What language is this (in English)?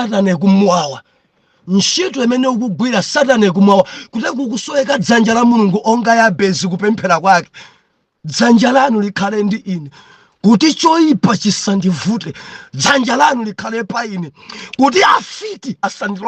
Nyanja